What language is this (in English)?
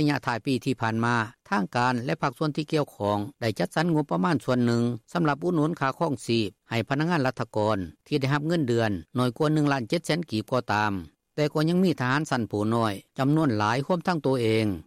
Lao